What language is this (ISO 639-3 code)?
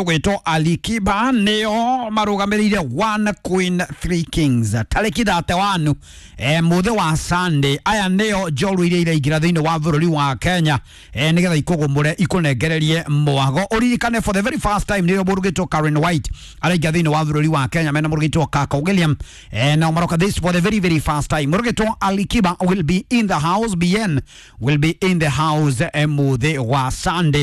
kik